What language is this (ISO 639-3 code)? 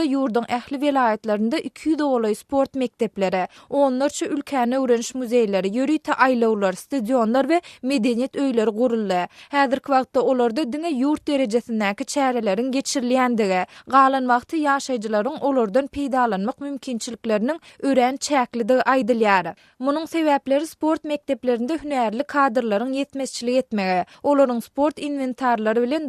tuk